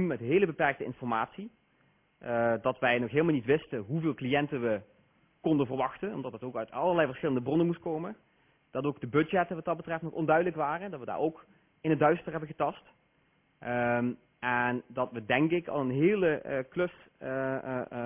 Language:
Dutch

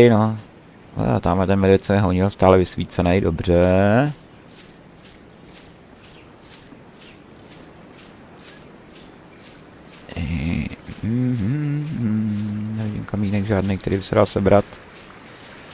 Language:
Czech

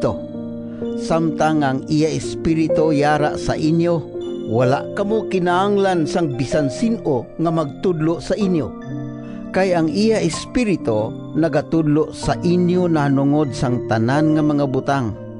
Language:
Hiligaynon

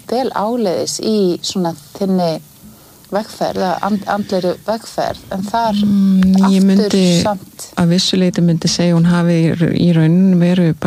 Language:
Icelandic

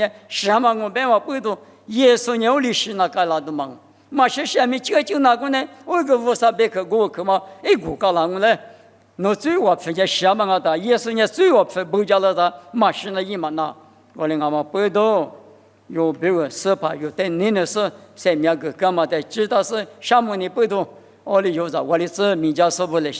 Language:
Lisu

